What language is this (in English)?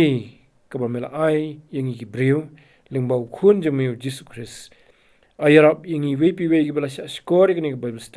Khasi